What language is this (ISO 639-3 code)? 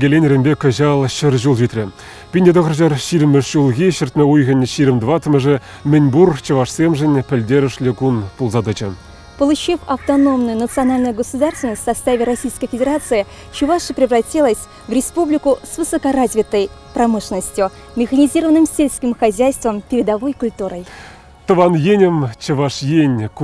chv